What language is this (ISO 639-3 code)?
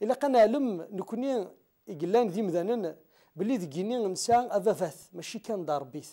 kab